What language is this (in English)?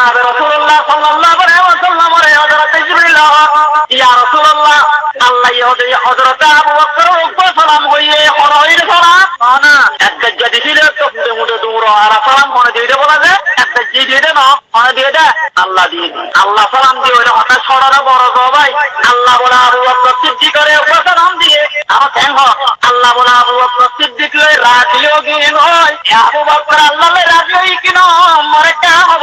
Rohingya